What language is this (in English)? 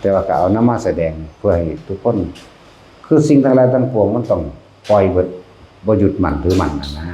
Northeastern Thai